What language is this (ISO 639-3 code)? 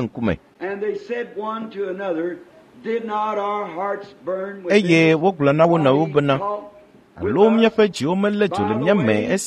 ewe